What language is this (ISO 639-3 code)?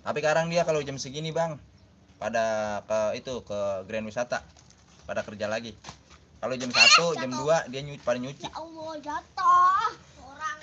bew